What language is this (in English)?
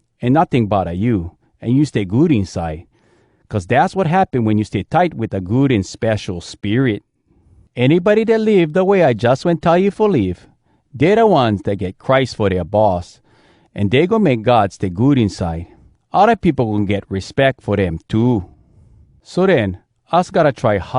Hawai'i Creole English